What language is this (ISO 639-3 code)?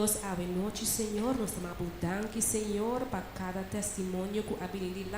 pap